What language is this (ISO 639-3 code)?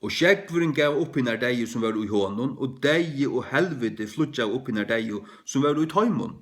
fao